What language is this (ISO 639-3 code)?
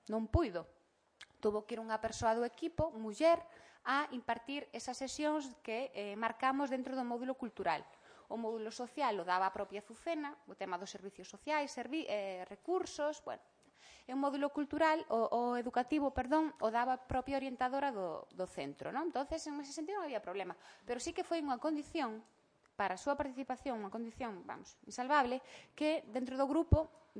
glg